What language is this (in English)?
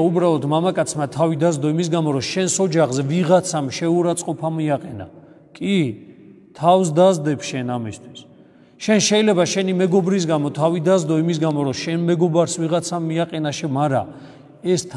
Georgian